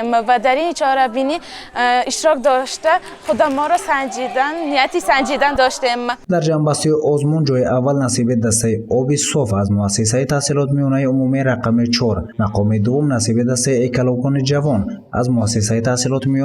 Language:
Tajik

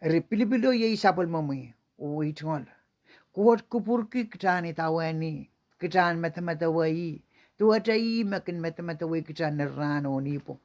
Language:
Pohnpeian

